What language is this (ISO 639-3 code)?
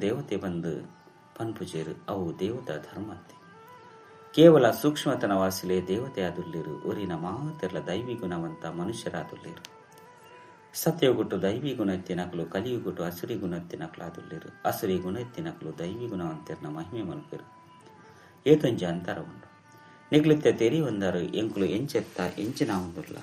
tcy